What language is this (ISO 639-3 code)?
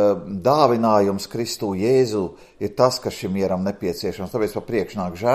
lav